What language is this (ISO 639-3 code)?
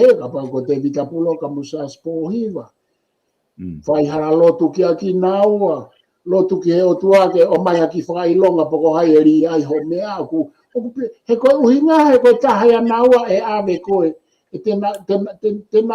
ton